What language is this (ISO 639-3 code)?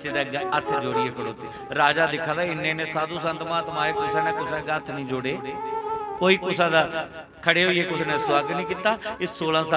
doi